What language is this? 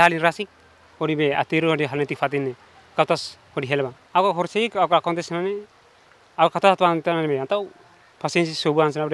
Tetum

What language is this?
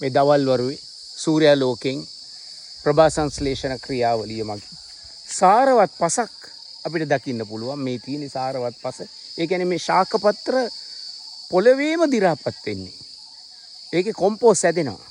Sinhala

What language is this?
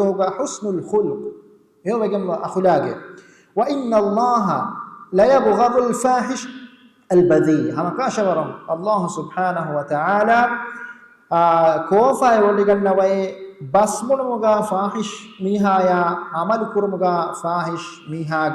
Divehi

